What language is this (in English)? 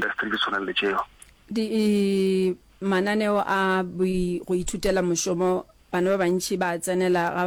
Northern Sotho